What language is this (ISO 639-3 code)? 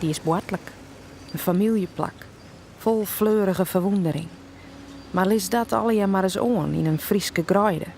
fry